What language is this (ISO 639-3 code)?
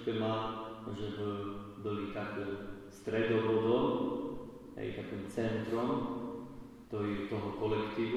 slk